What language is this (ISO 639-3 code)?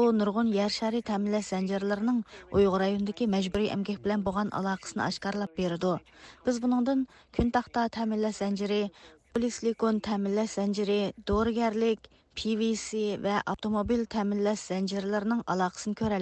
uig